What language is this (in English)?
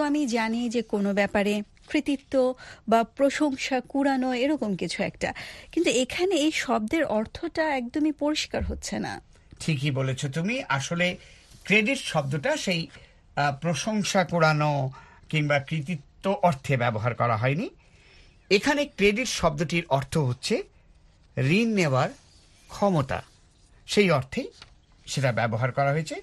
Bangla